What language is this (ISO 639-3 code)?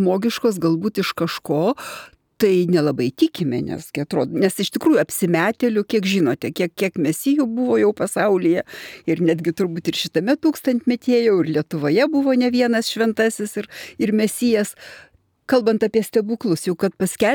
lit